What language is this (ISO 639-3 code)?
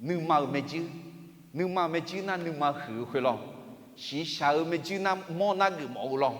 ahk